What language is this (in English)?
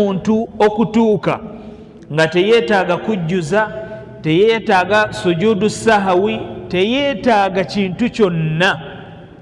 Ganda